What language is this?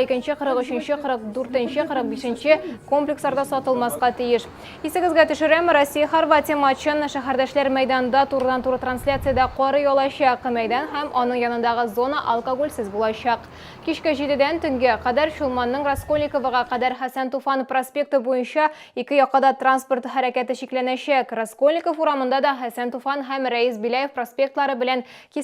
Tatar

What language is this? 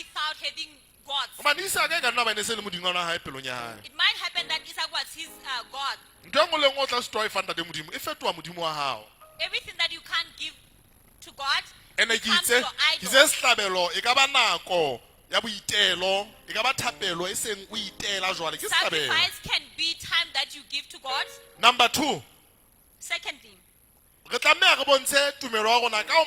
Southern Sotho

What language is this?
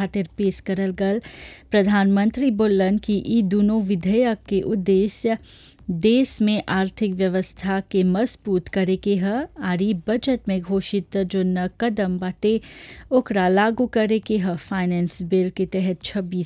Bhojpuri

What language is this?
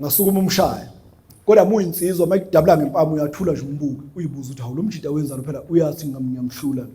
Zulu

